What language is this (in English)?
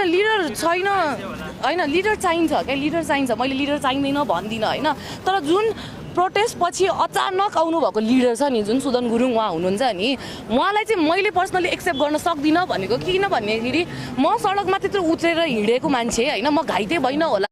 Nepali